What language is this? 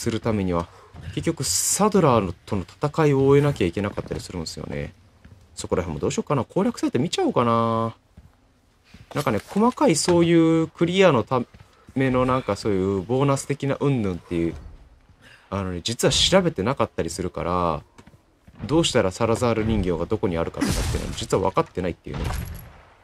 Japanese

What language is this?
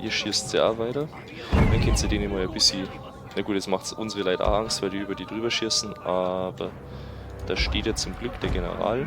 Bavarian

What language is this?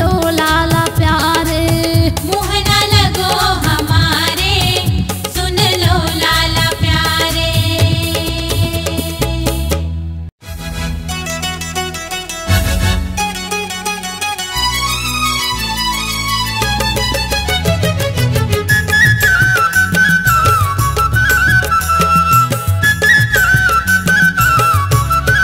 Bundeli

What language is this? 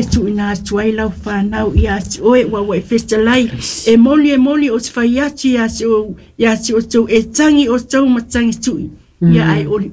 Samoan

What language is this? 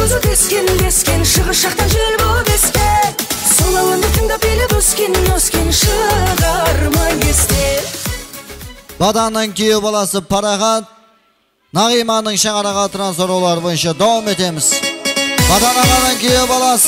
Kara-Kalpak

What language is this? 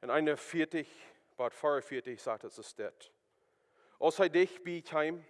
Plautdietsch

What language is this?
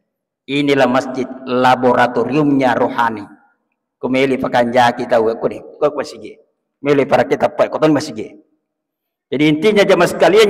Buginese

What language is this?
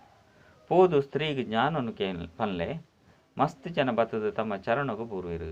Tulu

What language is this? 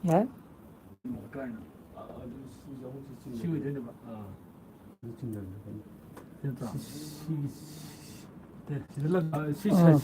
Manipuri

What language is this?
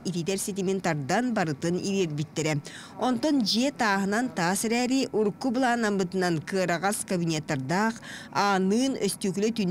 Yakut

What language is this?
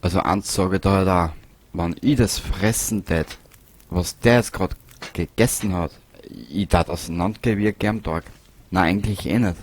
Bavarian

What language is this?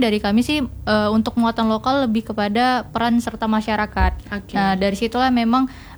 Indonesian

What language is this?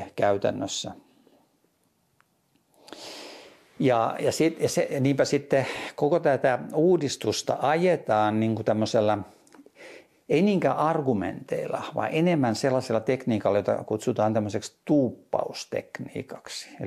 Finnish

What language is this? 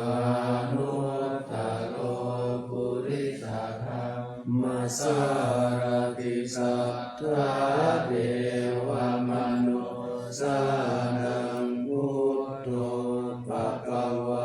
Pali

